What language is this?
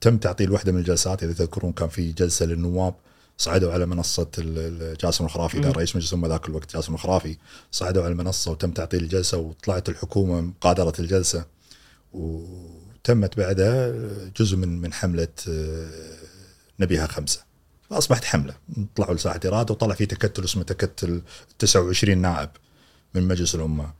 Gulf Arabic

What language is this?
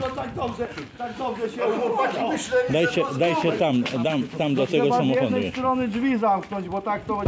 Polish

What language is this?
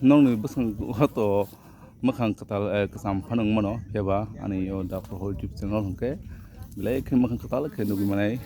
Kok Borok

